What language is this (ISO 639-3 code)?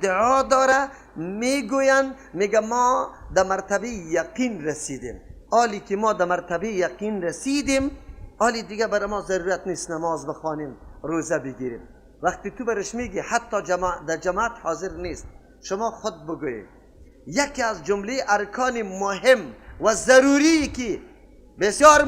fas